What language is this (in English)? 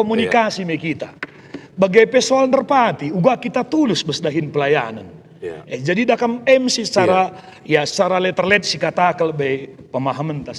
Batak Karo